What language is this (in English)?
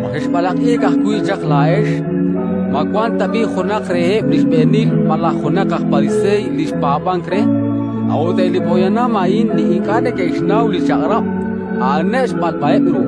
Kekchí